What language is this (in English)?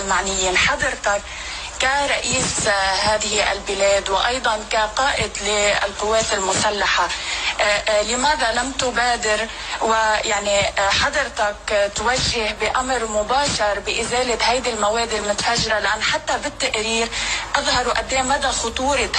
North Levantine Arabic